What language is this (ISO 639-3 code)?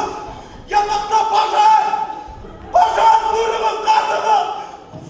bak